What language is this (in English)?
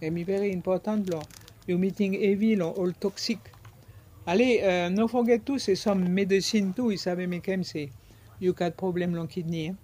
Bislama